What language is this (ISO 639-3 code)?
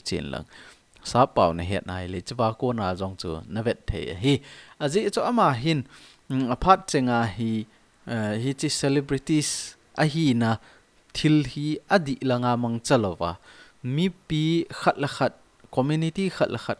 tcz